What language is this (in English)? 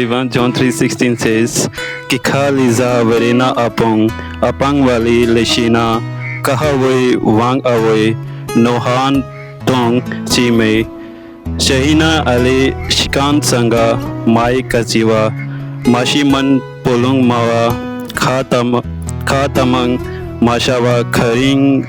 Tangkhul Naga (India)